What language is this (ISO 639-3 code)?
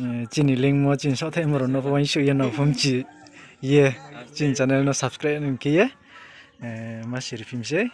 ria